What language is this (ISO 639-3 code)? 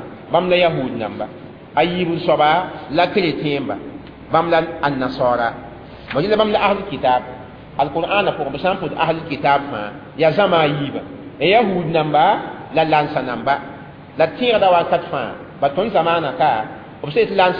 mos